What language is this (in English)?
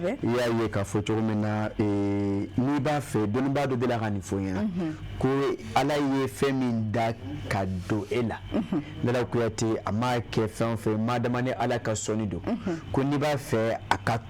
Bambara